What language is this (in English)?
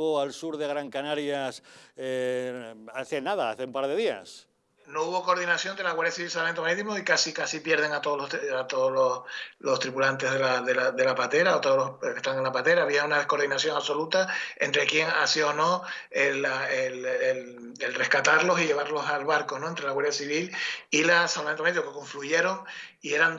Spanish